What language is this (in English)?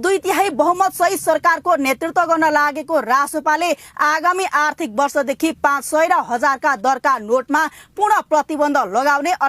Nepali